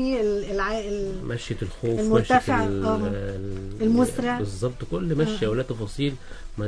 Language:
Egyptian Arabic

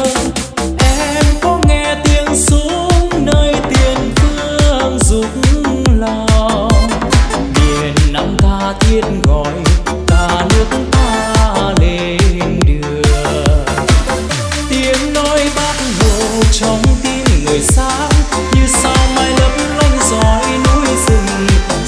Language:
Vietnamese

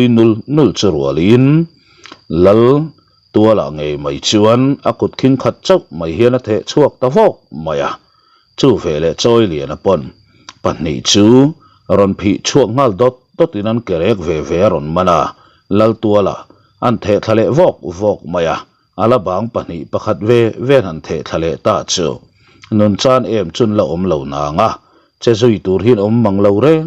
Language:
Mizo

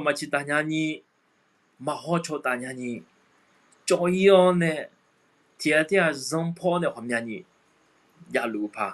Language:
Akha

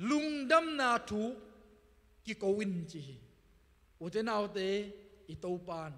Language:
Tedim Chin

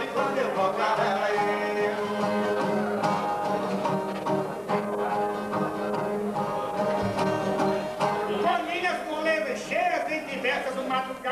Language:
Portuguese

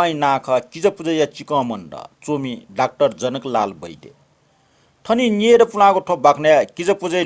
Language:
Newari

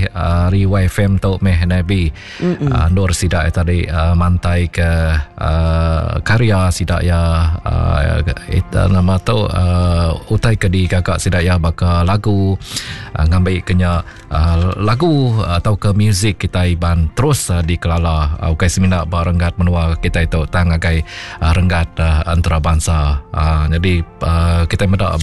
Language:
Iban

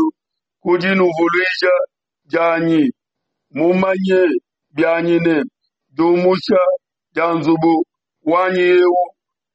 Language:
Luba-Lulua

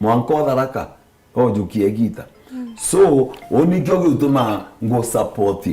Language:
Meru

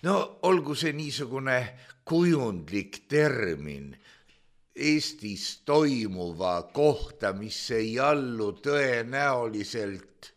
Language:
Estonian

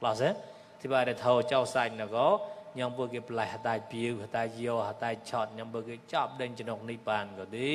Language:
Mon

